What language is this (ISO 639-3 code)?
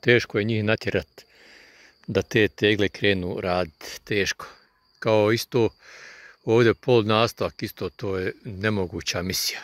bos